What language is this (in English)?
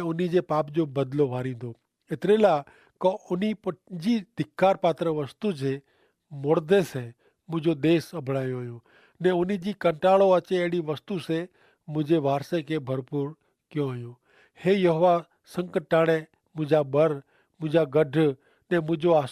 Kachhi